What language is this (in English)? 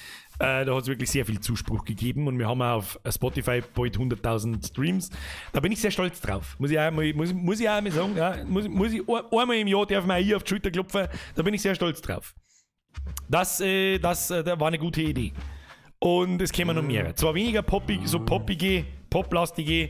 Bavarian